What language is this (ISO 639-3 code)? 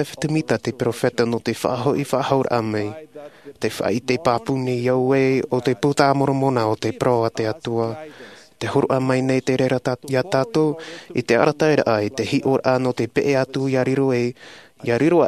tah